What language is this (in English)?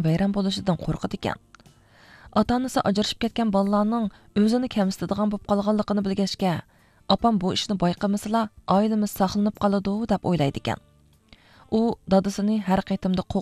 Uyghur